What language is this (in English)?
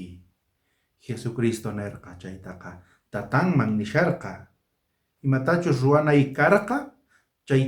South Bolivian Quechua